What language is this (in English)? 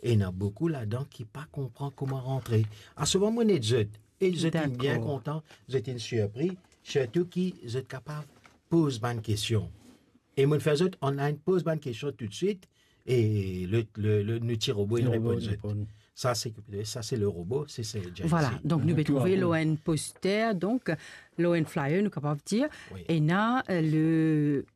Morisyen